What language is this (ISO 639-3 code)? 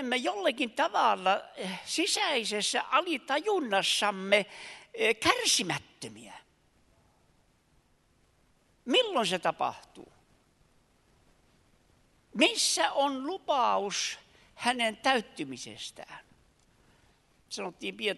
fin